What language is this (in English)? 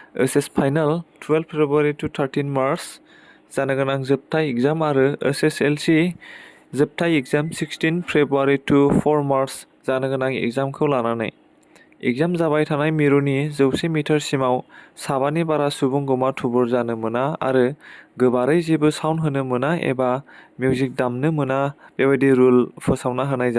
Bodo